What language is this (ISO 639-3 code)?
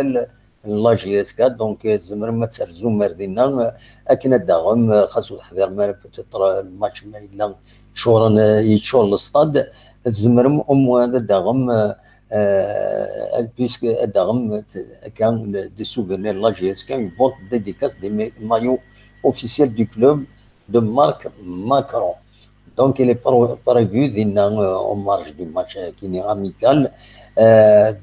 kab